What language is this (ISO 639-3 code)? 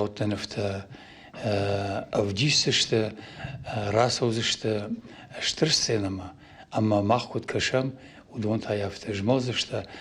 oss